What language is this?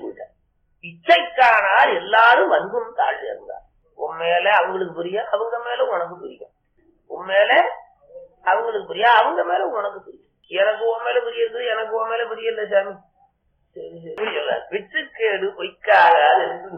Tamil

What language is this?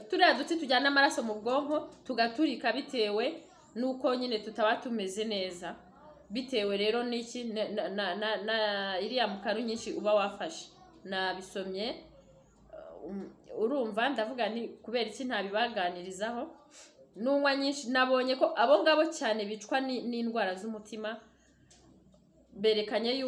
Kinyarwanda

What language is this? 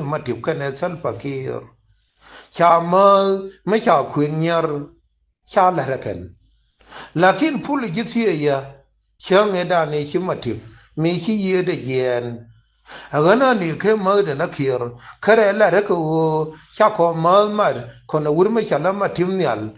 Nuer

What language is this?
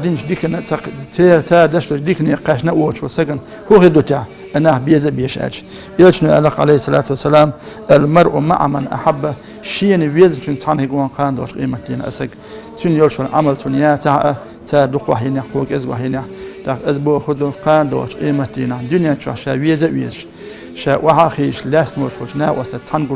Chechen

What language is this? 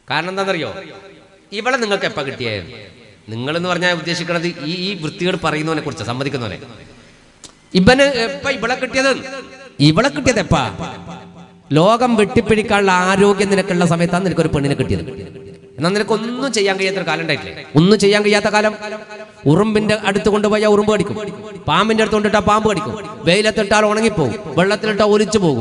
Malayalam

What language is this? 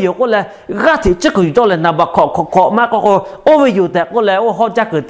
Lahu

